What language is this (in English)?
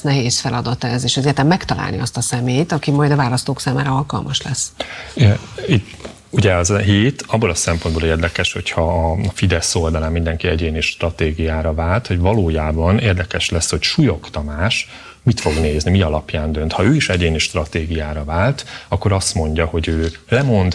Hungarian